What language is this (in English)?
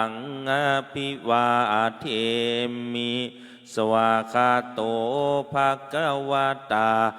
Pali